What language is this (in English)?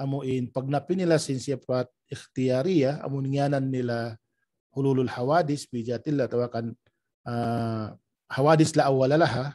Tausug